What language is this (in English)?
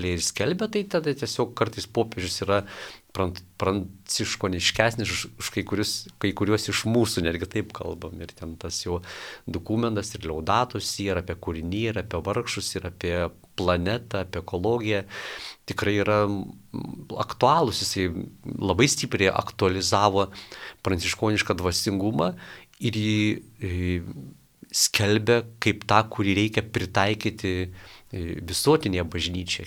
Lithuanian